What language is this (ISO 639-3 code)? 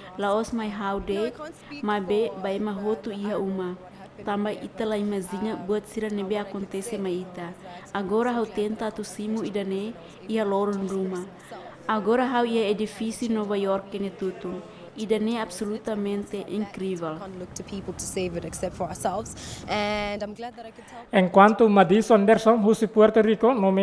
tet